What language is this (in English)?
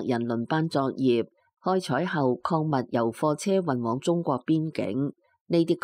Cantonese